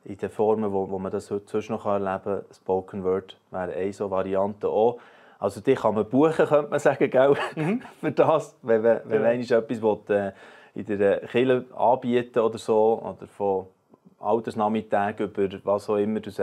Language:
Swiss German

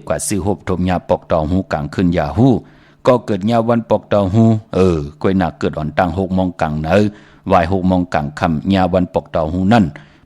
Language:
Shan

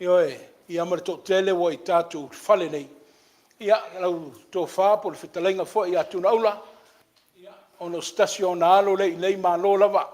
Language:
Samoan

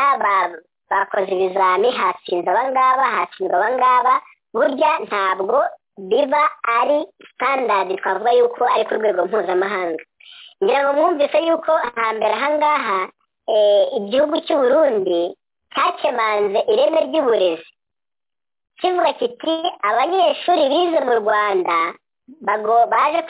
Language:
Kinyarwanda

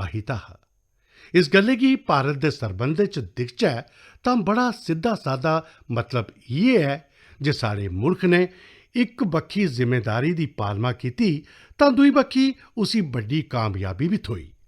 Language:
Dogri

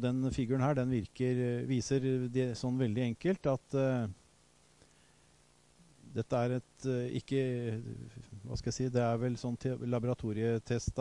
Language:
Norwegian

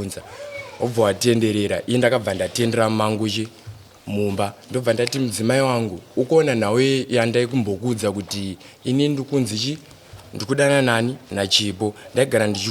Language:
Shona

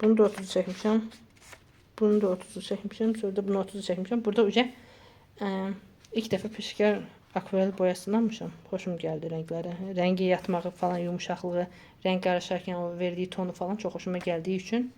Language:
Azerbaijani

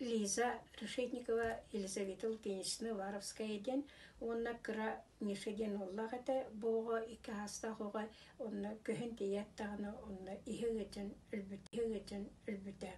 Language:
Yakut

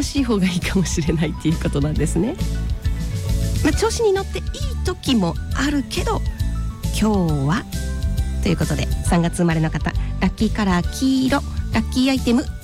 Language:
Japanese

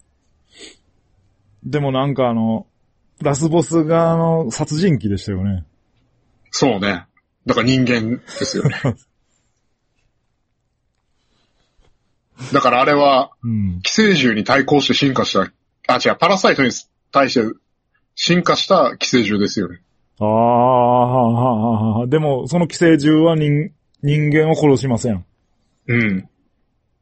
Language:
Japanese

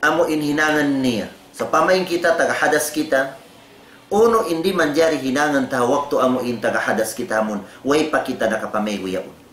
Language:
Tausug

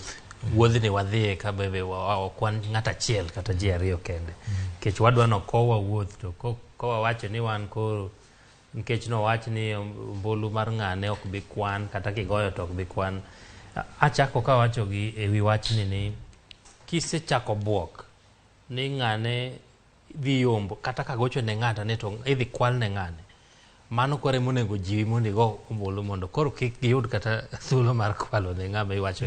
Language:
Luo (Kenya and Tanzania)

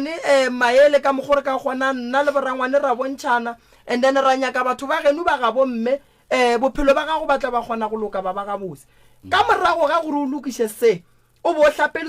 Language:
Northern Sotho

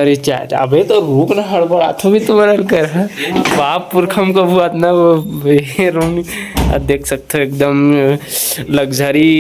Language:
Chhattisgarhi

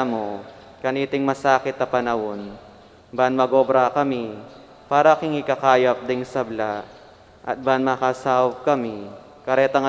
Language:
Pampanga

